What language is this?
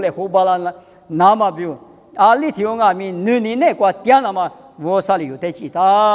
Lisu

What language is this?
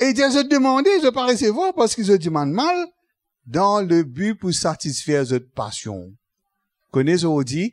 Morisyen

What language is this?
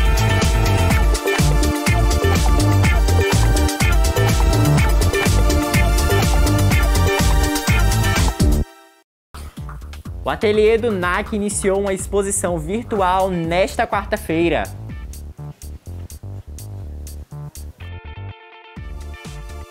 Portuguese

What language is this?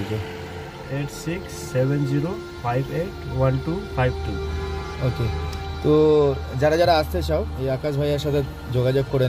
Bangla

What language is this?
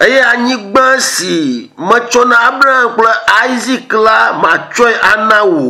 Ewe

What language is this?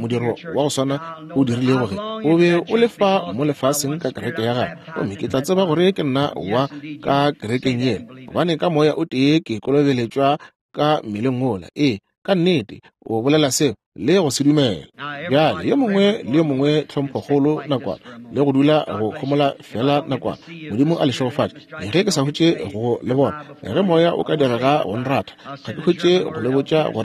Northern Sotho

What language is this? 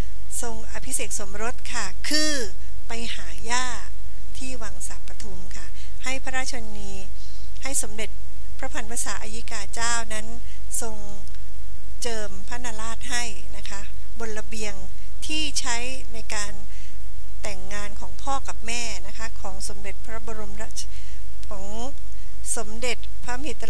Thai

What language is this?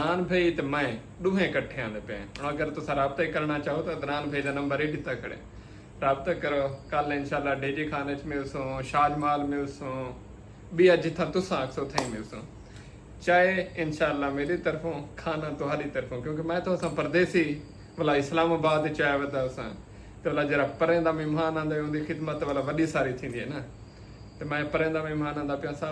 Saraiki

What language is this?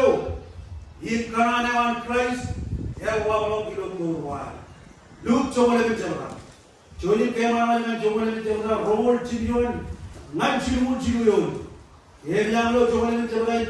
Marshallese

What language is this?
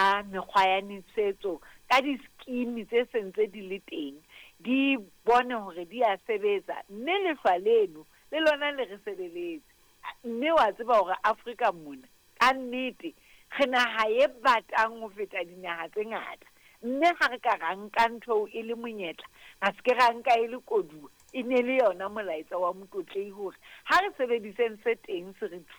Southern Sotho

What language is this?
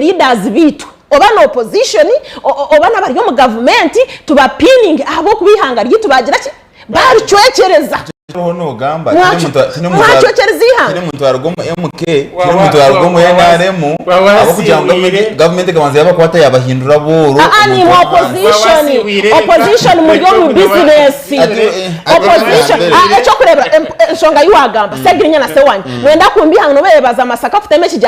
Nyankole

